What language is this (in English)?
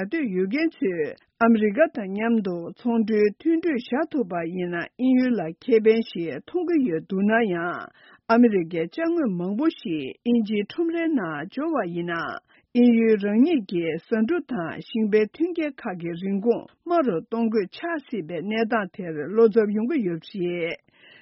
Tibetan